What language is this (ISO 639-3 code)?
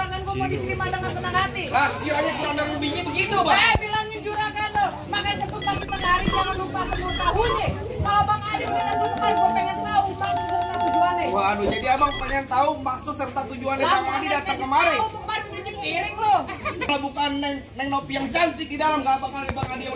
bew